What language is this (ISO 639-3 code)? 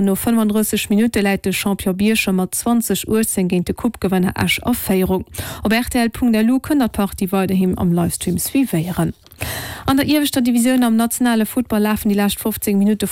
ltz